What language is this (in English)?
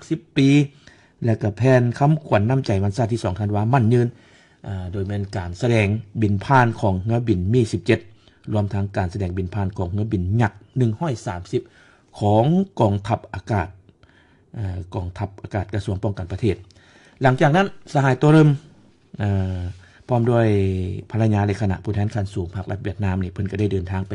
Lao